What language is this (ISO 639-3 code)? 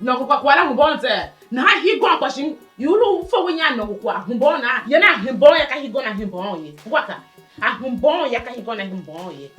tiv